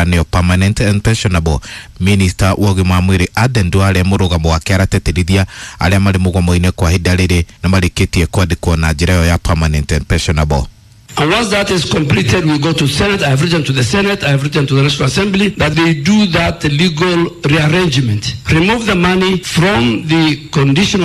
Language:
Kikuyu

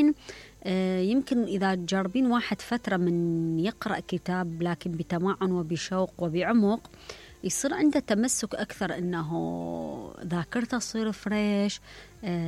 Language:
Mesopotamian Arabic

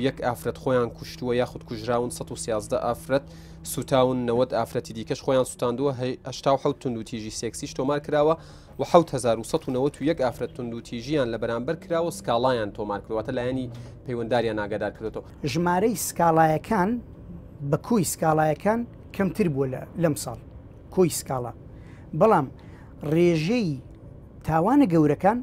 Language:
Central Kurdish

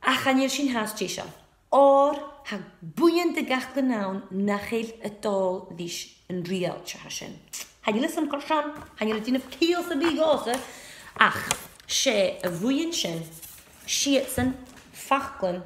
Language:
Scottish Gaelic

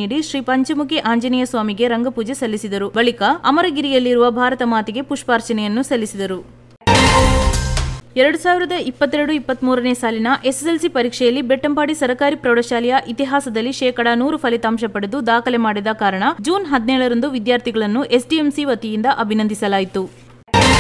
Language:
Kannada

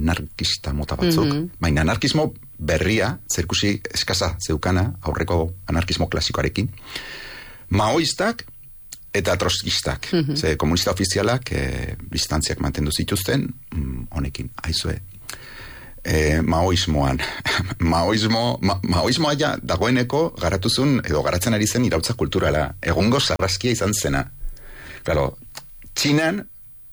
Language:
Basque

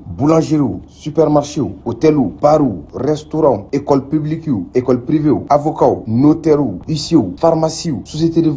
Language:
Bambara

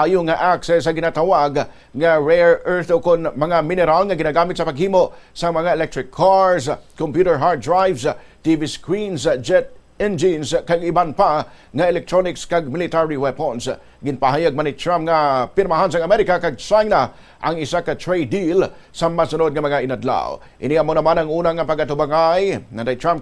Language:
Hiligaynon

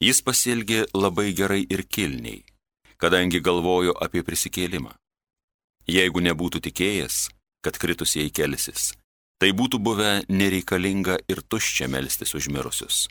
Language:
Lithuanian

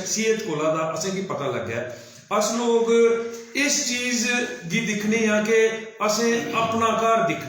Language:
Dogri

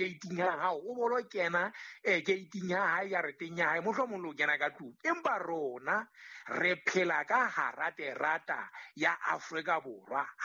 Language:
Southern Sotho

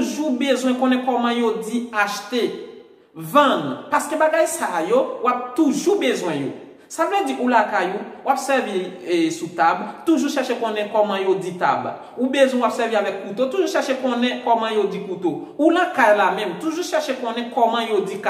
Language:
Haitian Creole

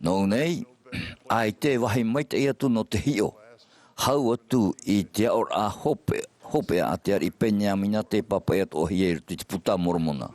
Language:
Tahitian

